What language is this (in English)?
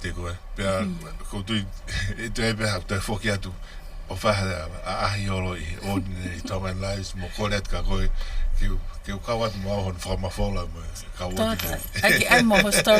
Tongan